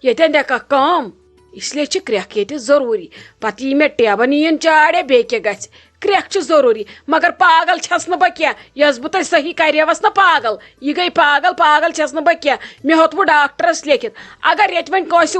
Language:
Kashmiri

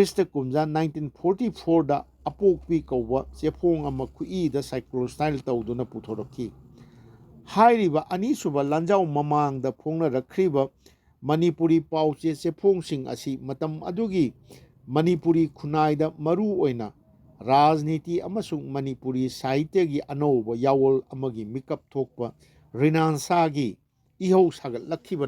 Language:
Manipuri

